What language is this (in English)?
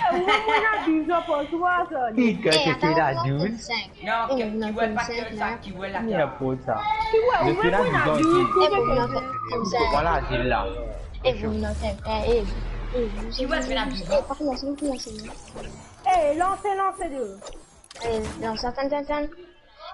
Morisyen